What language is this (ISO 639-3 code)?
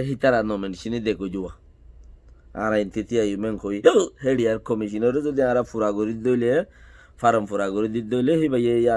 rhg